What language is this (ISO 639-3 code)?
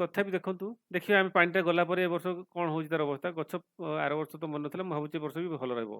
ori